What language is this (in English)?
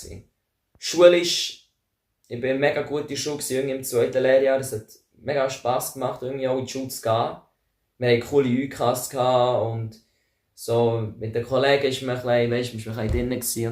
Swiss German